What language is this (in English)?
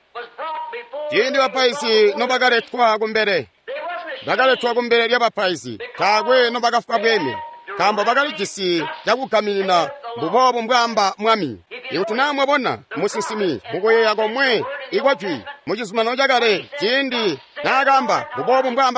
Tonga (Zambia)